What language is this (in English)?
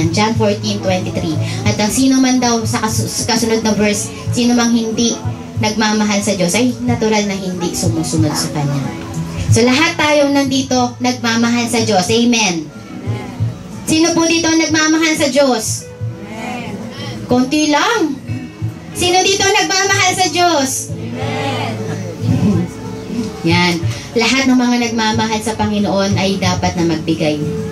Filipino